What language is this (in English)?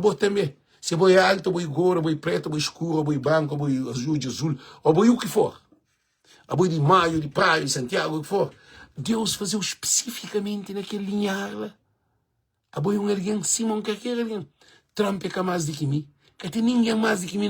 Kabuverdianu